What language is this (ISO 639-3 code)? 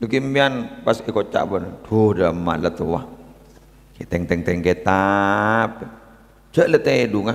mad